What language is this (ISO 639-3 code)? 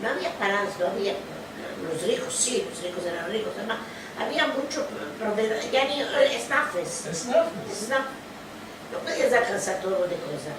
lad